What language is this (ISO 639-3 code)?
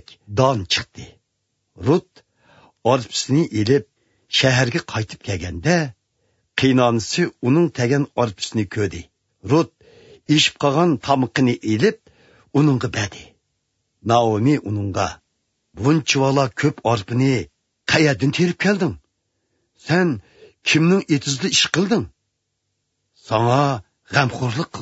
uig